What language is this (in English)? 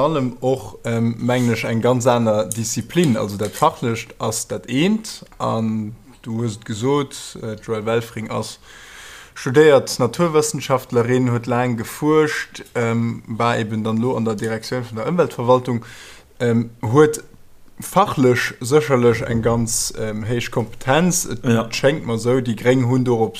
Luxembourgish